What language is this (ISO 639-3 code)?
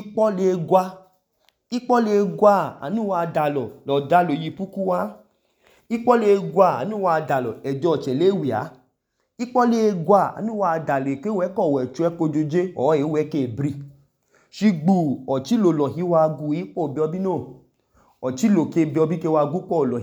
idu